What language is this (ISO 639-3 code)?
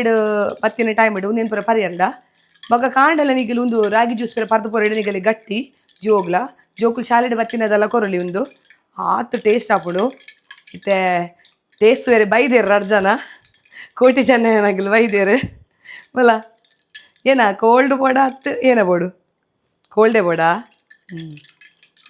tcy